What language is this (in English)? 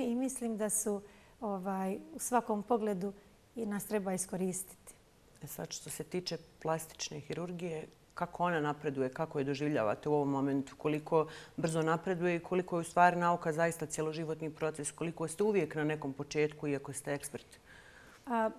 Bosnian